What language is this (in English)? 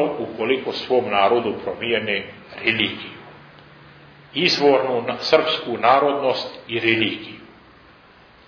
Serbian